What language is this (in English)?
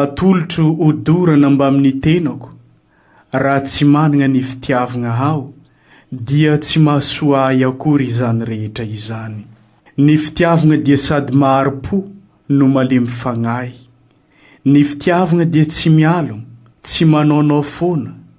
Malagasy